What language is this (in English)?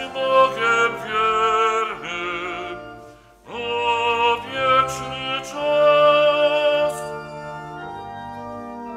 Polish